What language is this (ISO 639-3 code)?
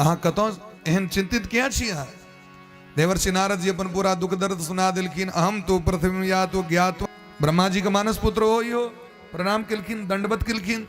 mai